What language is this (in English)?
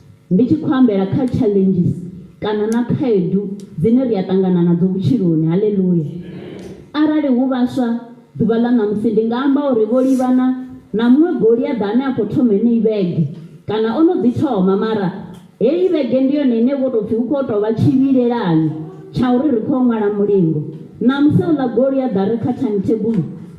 Venda